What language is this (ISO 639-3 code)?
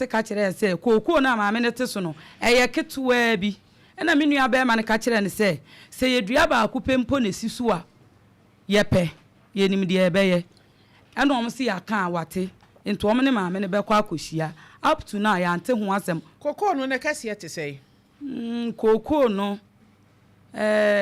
aka